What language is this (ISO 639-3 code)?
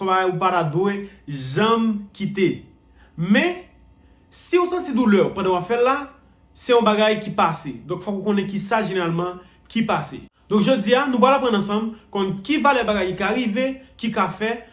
hat